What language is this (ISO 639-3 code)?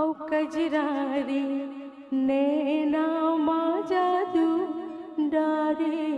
hne